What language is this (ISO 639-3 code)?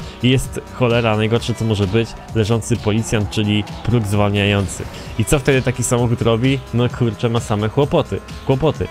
pol